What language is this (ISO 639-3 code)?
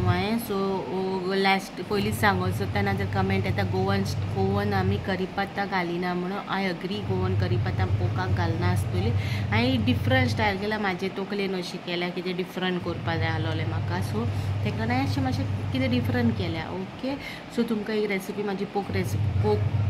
kok